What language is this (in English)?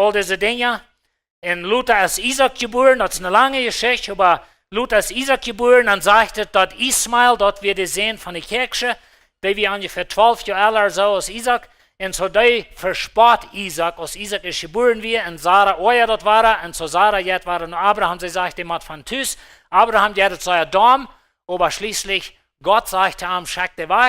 Plautdietsch